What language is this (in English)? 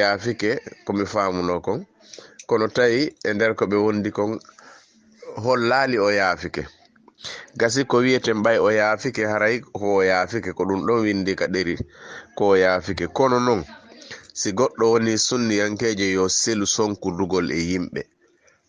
Fula